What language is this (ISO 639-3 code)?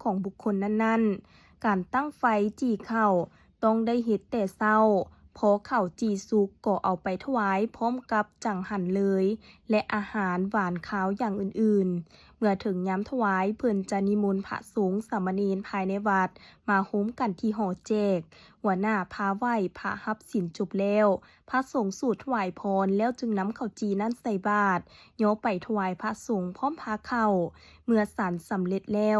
lao